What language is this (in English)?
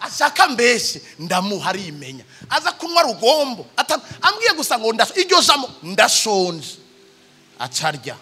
Rundi